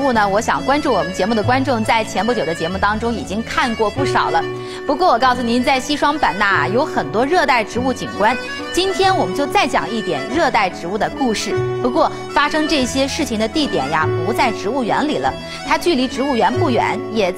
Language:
Chinese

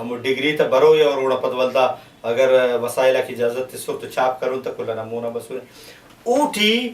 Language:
Brahui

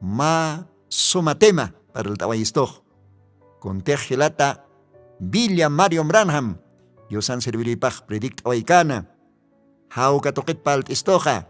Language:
Aymara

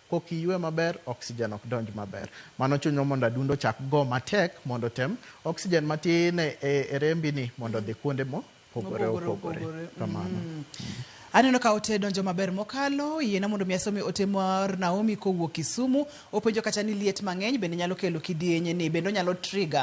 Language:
Luo (Kenya and Tanzania)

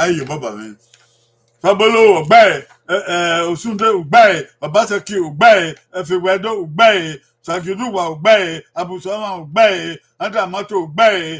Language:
Bini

